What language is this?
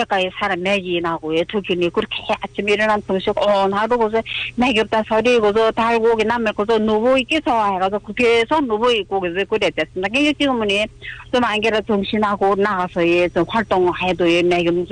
Korean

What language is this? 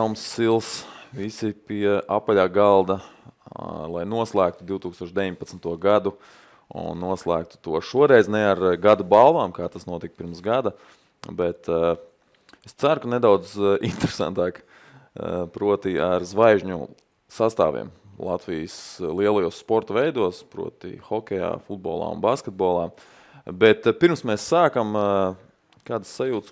Latvian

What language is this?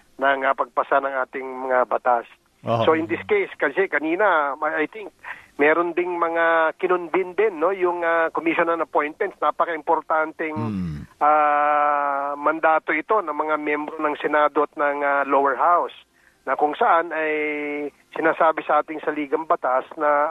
Filipino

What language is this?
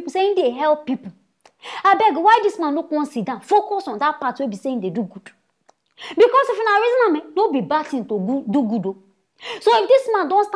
Nigerian Pidgin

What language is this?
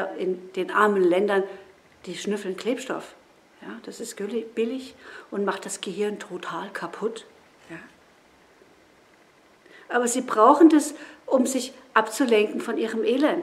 German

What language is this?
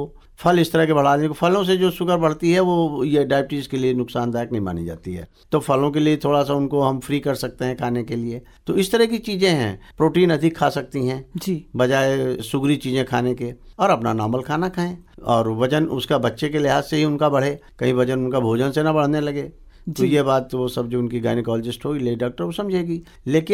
Hindi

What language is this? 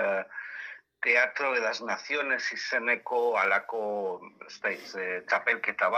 Basque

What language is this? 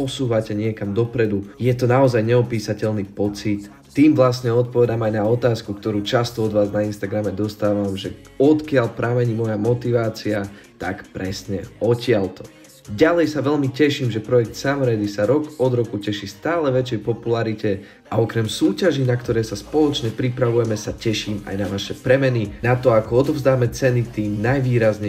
Slovak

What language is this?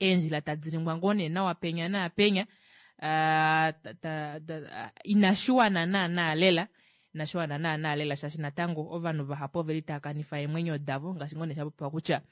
Kuanyama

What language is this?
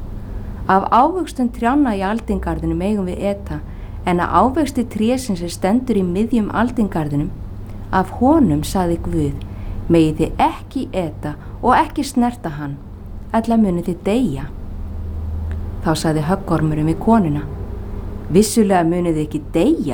Icelandic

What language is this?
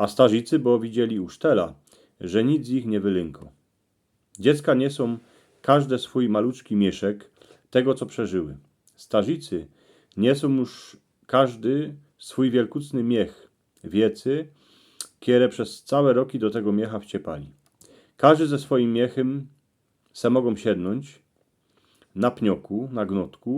Silesian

